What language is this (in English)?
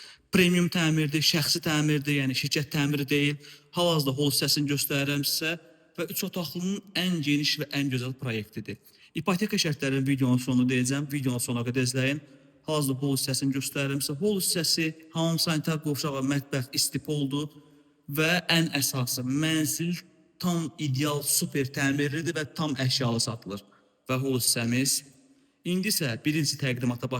Azerbaijani